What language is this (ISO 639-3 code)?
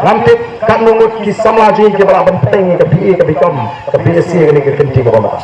kha